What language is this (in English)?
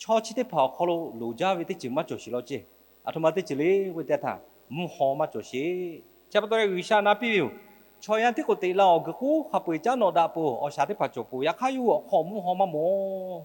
Lahu